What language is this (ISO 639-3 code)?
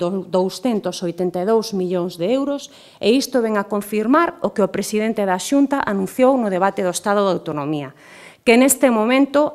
glg